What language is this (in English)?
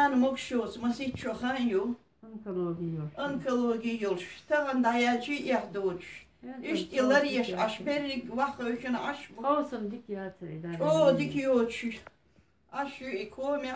Chechen